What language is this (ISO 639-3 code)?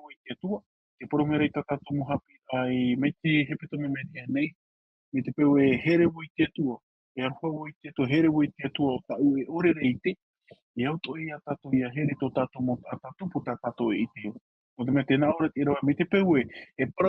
tah